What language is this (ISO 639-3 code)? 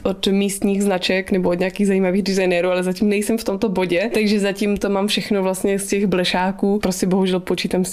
ces